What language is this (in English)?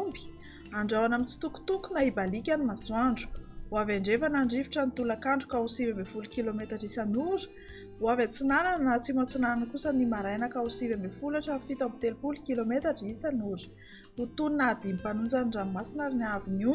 Malagasy